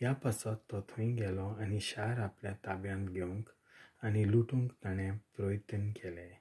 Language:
Konkani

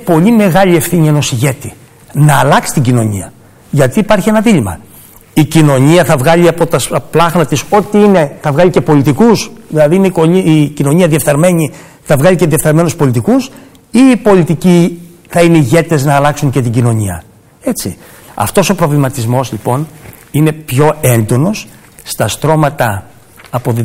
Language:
Greek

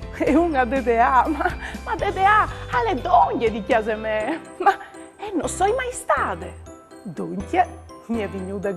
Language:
Friulian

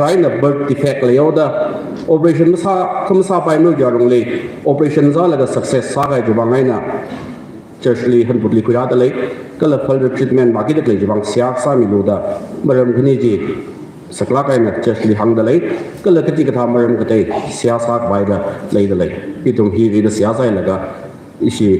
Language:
Tangkhul Naga (India)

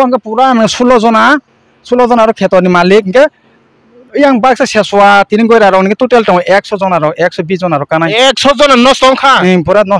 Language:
Kok Borok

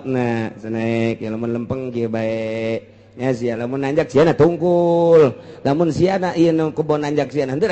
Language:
Sundanese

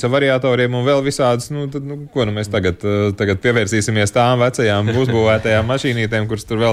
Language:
Latvian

